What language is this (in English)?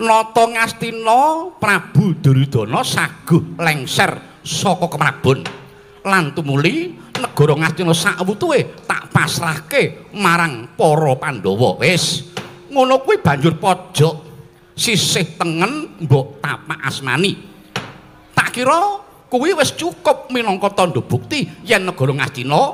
Javanese